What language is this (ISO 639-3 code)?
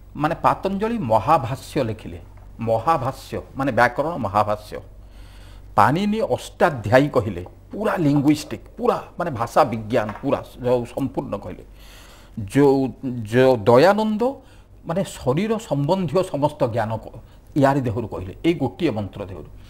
ori